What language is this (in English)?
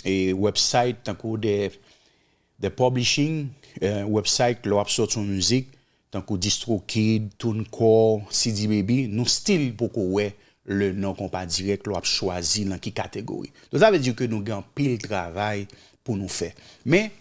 Haitian Creole